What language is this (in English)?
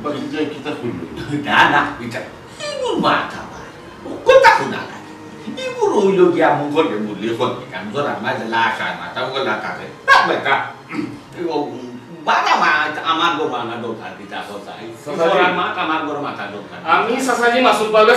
Sylheti